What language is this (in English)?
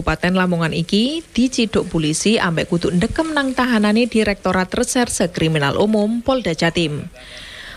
Javanese